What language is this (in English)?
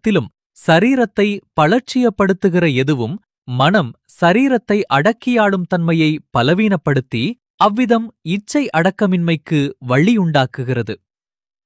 Tamil